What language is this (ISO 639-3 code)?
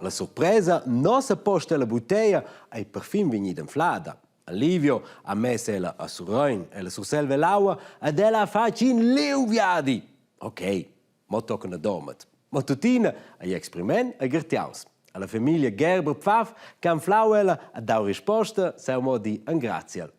roh